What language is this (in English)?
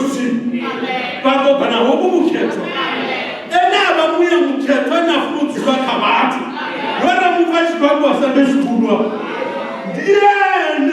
Venda